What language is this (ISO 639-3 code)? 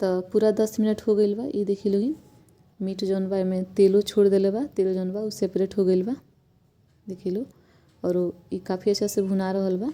bho